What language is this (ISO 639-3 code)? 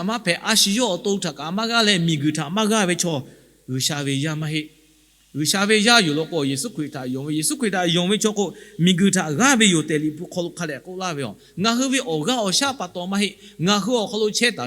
lhu